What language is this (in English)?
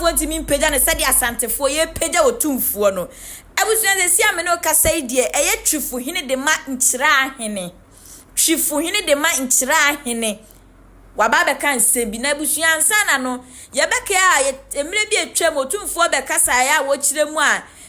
Akan